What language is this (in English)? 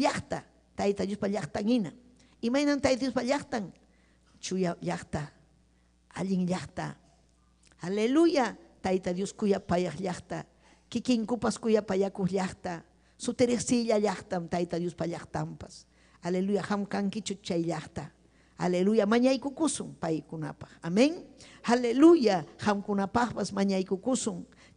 Ayacucho Quechua